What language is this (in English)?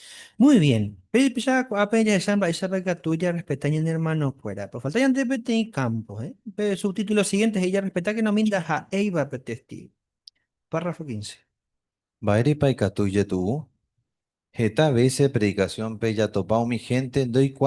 Guarani